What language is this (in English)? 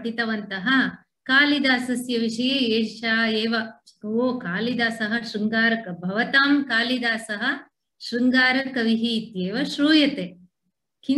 Sanskrit